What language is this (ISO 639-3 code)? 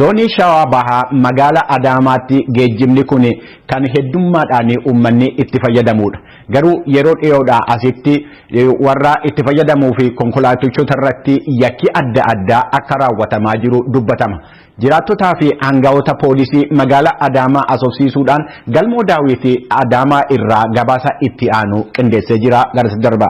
orm